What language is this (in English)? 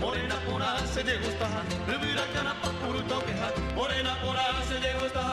Guarani